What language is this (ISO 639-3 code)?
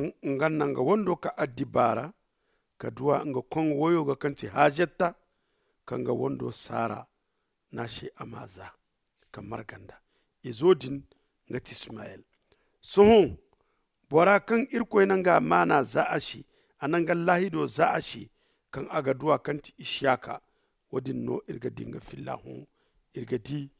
dje